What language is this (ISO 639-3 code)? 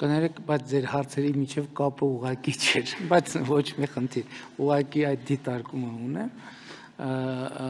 hye